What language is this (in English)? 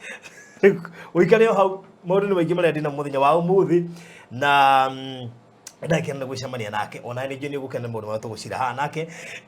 Kikuyu